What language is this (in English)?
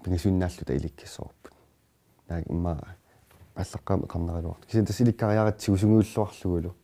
Kalaallisut